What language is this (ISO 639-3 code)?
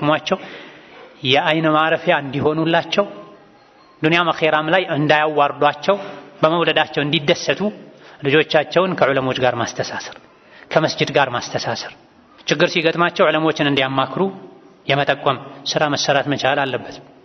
amh